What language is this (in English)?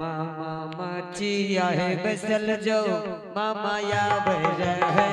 Angika